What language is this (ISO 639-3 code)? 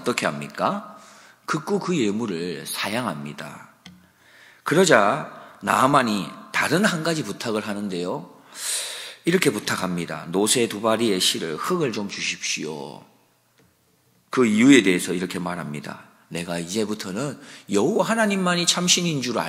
kor